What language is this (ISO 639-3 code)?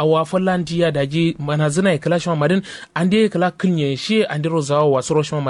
kau